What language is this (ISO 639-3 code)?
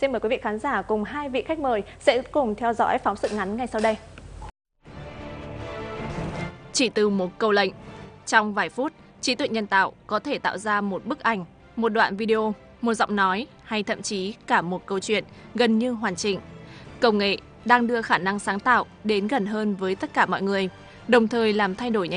vie